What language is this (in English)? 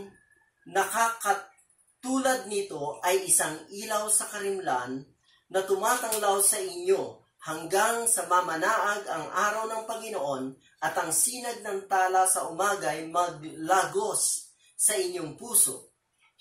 Filipino